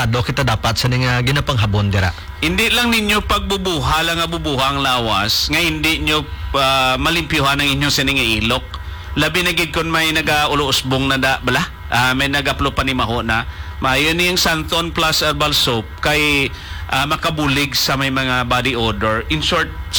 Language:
Hiligaynon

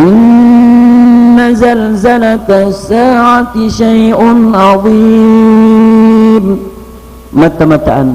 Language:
Maranao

